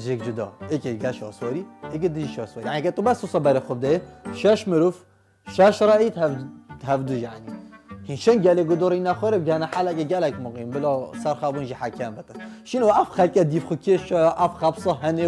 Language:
Kurdish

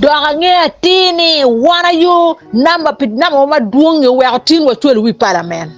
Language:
Acoli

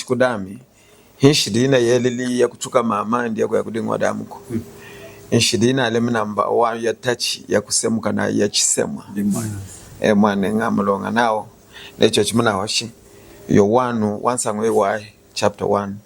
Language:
Lunda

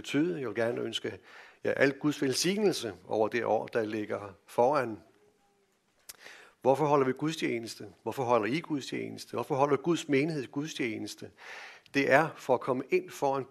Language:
Danish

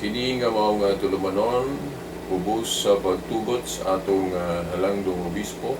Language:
Cebuano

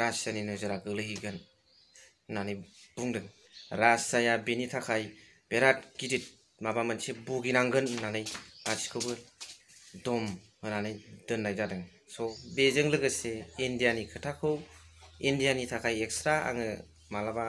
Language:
Bodo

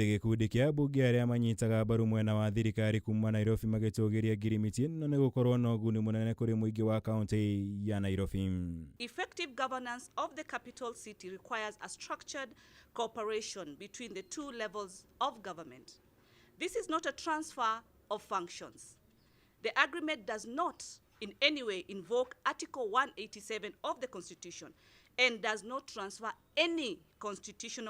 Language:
Kikuyu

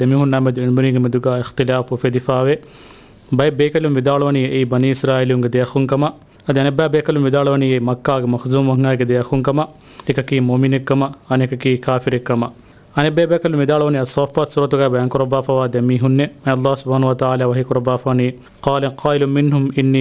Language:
Divehi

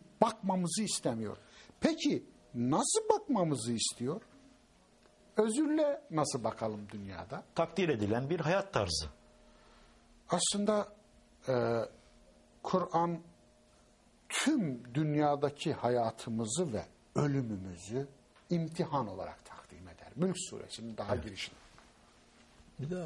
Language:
Turkish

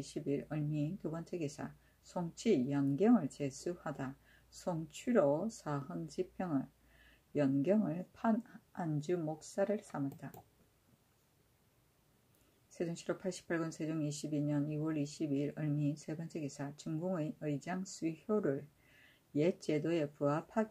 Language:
Korean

